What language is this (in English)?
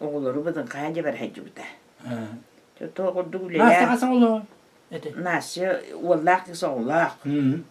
Yakut